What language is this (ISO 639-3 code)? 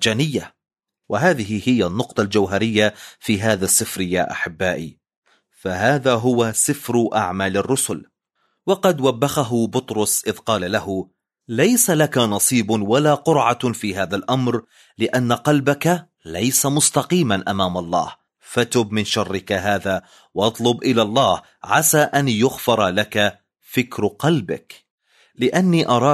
ara